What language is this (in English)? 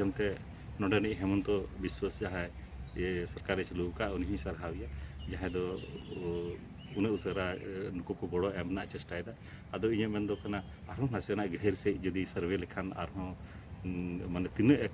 Santali